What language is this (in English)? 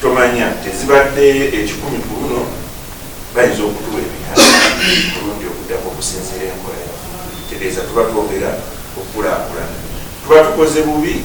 Ganda